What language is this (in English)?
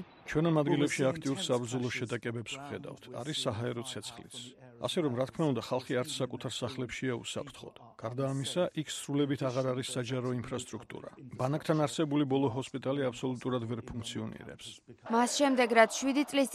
Georgian